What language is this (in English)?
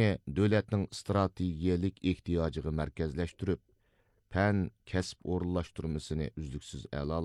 Uyghur